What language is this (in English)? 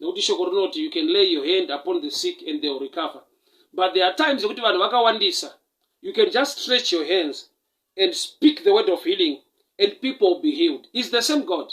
Shona